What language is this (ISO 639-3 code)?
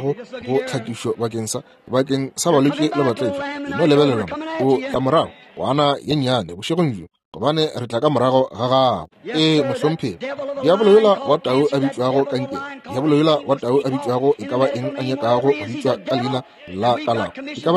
nso